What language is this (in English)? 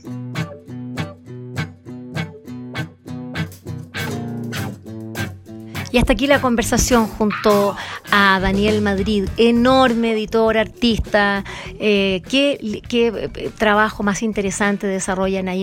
Spanish